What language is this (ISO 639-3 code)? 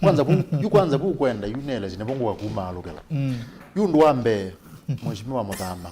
kam